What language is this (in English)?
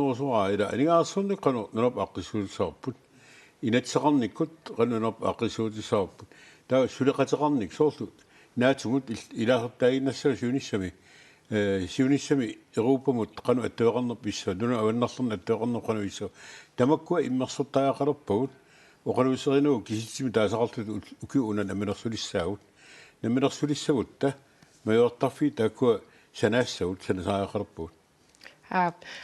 Kalaallisut